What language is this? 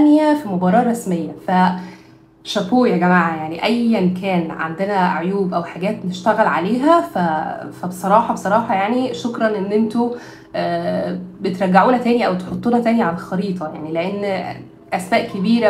Egyptian Arabic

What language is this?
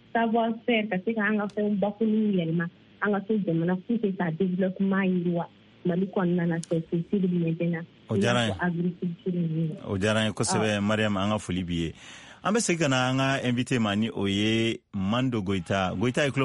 Bambara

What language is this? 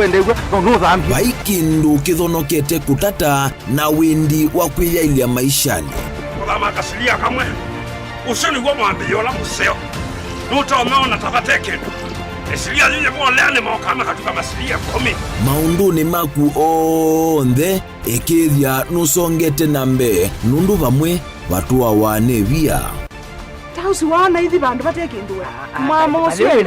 Kamba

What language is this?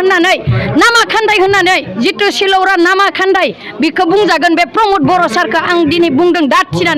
Bodo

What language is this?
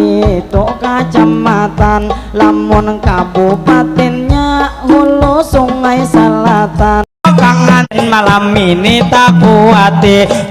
Banjar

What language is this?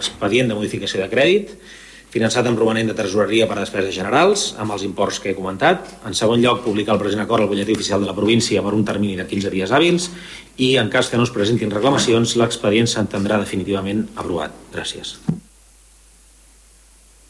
Catalan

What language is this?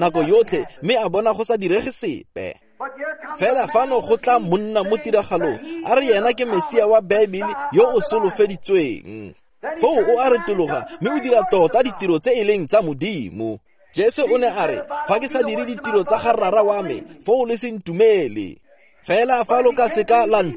Tswana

